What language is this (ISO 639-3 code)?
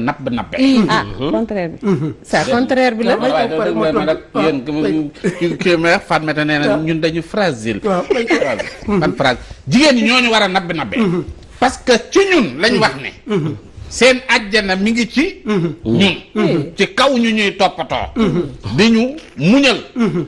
wol